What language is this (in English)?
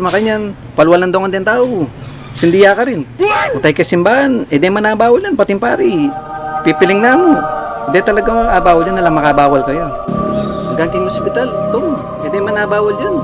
Pampanga